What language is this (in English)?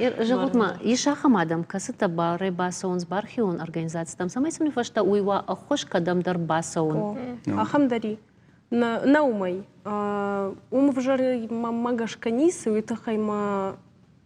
Ossetic